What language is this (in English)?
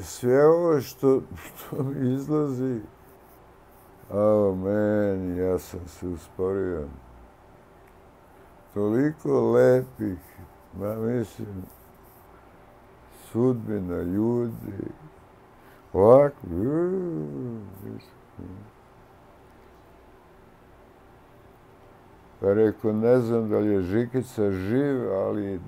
Serbian